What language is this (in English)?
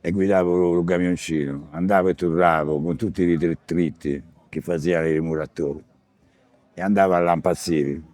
Sardinian